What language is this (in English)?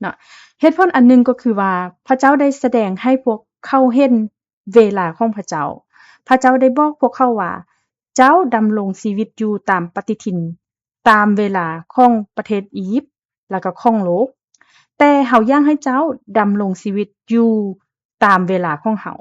Lao